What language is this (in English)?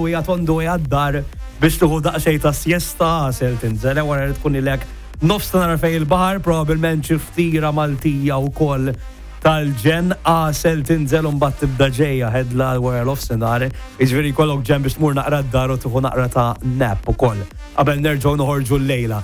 Maltese